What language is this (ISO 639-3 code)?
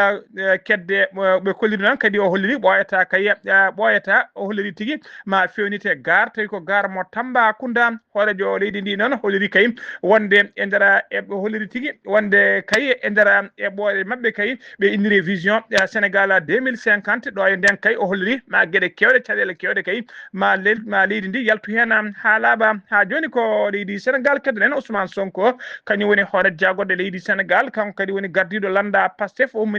ful